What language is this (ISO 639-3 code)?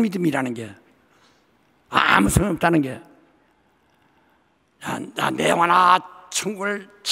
kor